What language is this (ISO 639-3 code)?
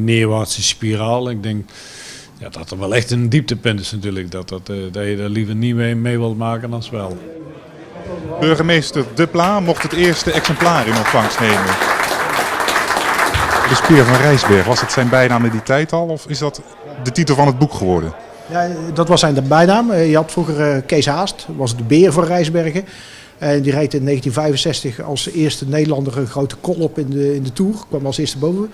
nld